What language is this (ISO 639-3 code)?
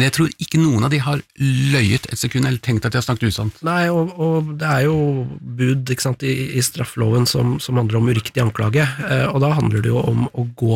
nor